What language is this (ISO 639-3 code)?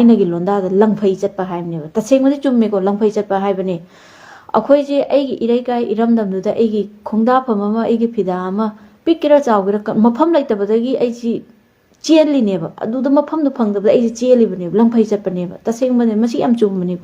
mni